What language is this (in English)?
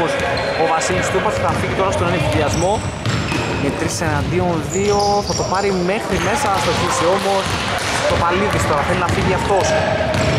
Greek